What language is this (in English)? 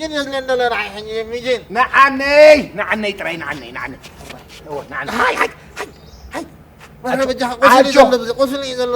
Tigrinya